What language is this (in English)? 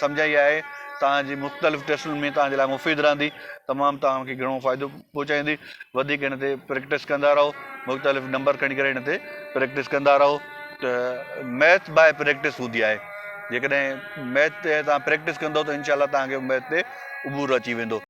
Sindhi